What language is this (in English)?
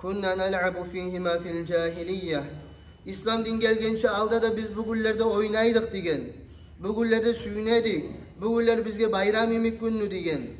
Kumyk